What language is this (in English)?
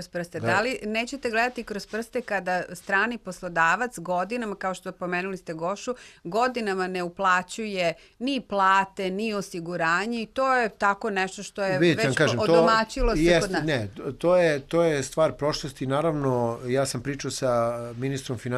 Serbian